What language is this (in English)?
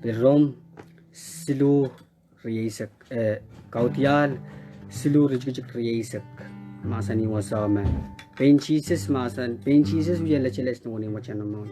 Pohnpeian